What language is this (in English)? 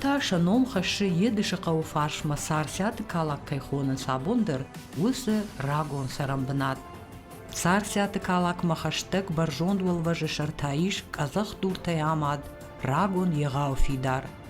Ossetic